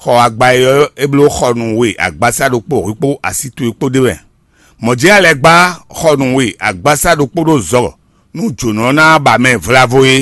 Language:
Fon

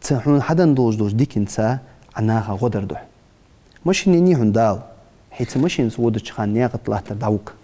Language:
Ingush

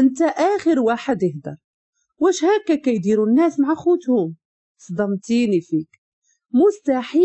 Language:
Moroccan Arabic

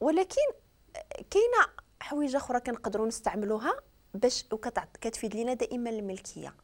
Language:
Moroccan Arabic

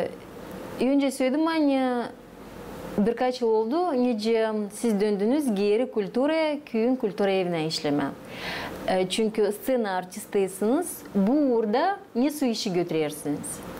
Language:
Gagauz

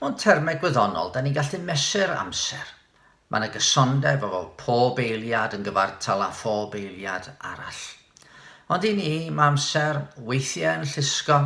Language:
Welsh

